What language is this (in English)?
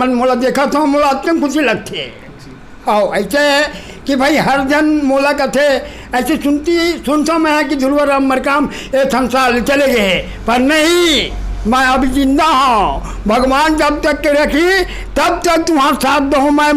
Chhattisgarhi